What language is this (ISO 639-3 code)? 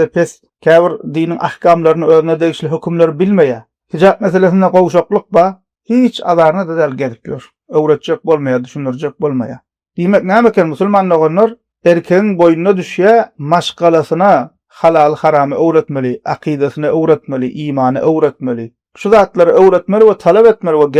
tuk